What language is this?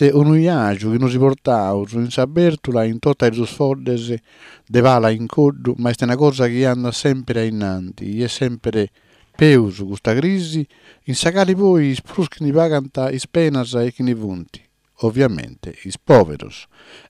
Sardinian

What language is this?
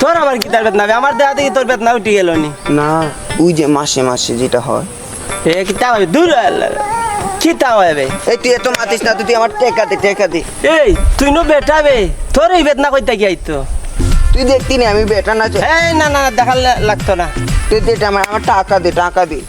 Sylheti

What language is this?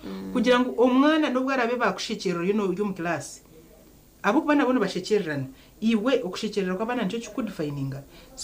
Nyankole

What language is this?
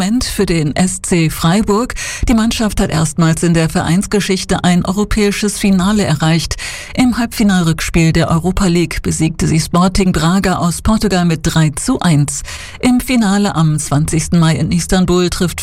German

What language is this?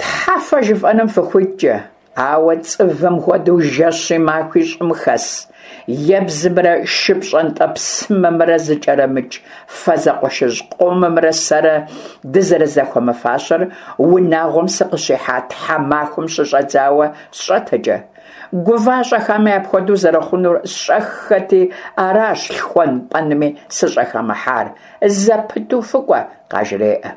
Kabardian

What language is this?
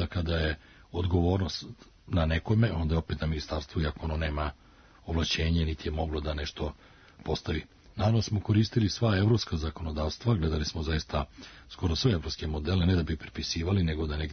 Serbian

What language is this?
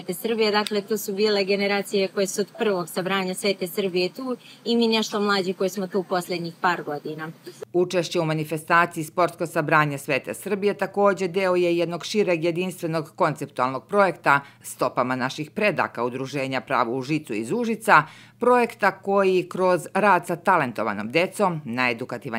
Serbian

